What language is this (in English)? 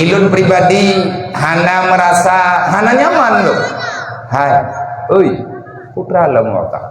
Achinese